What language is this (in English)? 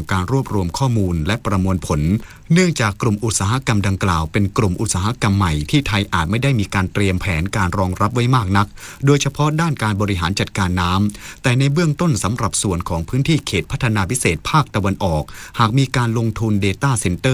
Thai